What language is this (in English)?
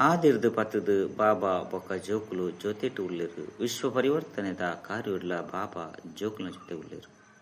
Tulu